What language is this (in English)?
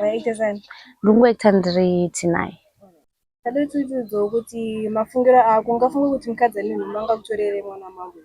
Shona